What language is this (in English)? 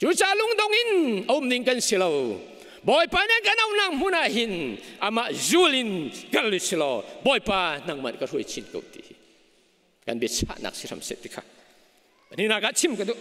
Hakha Chin